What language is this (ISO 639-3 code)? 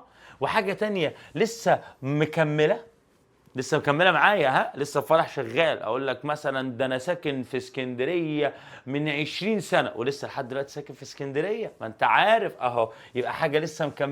arz